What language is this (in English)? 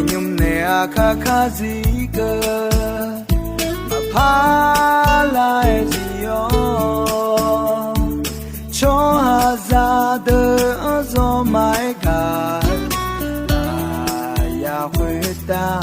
Akha